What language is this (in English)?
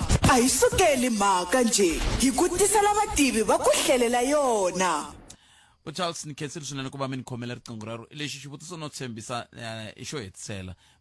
Tsonga